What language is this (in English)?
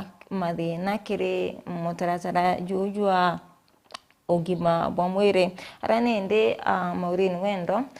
Meru